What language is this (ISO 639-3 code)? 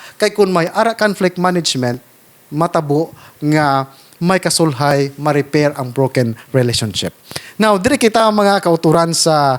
hil